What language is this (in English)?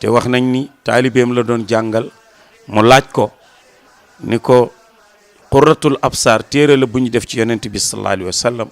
Wolof